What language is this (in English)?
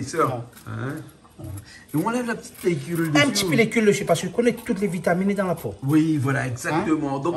Réunion Creole French